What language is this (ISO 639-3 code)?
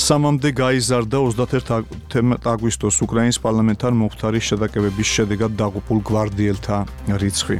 kat